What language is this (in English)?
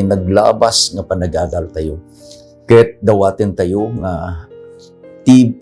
Iloko